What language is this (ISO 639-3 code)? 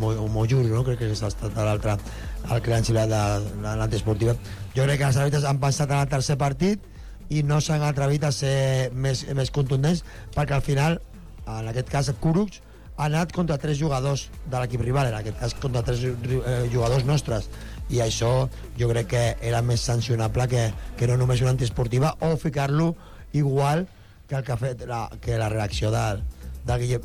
cat